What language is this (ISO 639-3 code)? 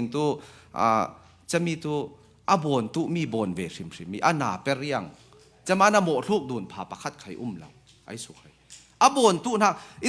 cfm